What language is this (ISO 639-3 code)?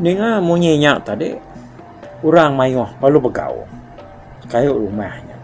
iba